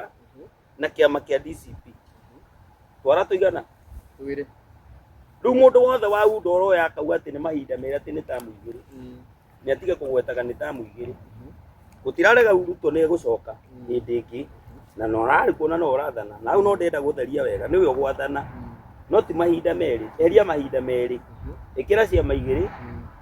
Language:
Kikuyu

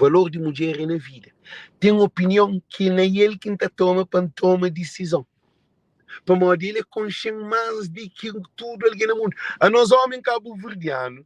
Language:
Kabuverdianu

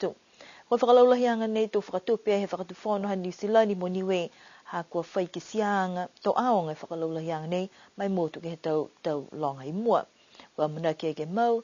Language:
Niuean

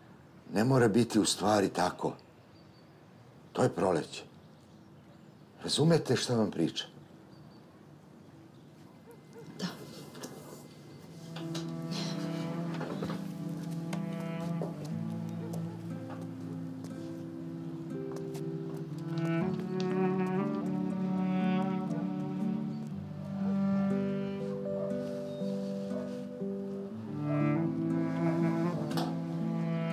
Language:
Serbian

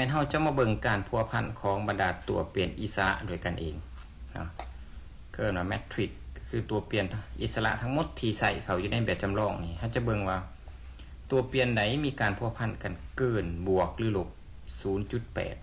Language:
Lao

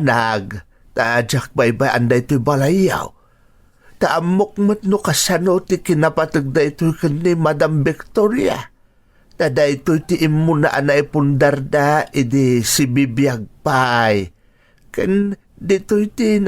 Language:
Iloko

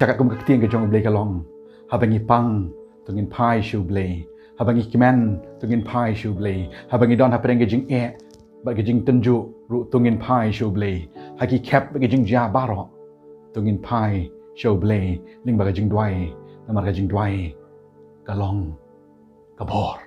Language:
Khasi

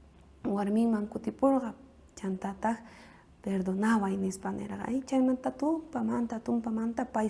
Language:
South Bolivian Quechua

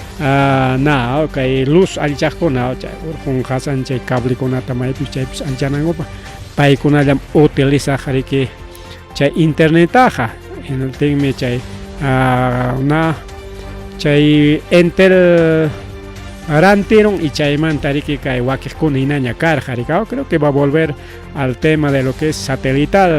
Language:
Ayacucho Quechua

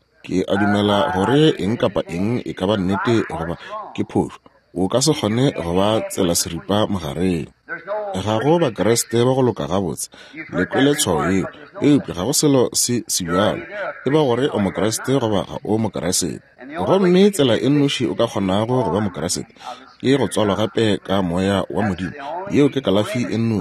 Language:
Northern Sotho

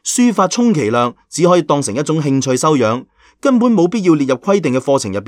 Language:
Cantonese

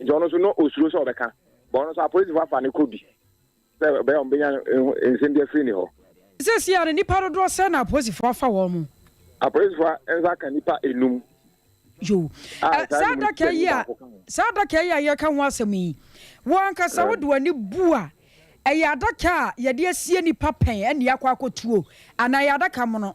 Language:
Akan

